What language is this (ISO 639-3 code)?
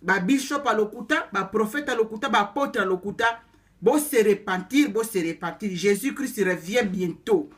lin